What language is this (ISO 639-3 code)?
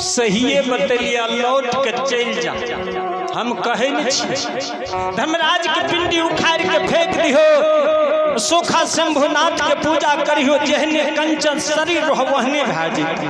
mai